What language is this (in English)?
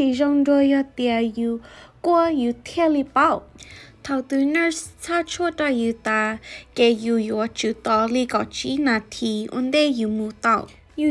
Hmong